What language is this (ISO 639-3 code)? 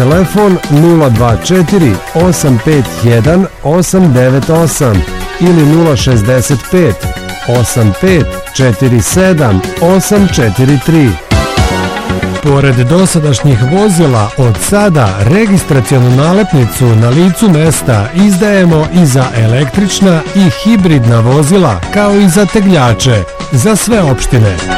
srp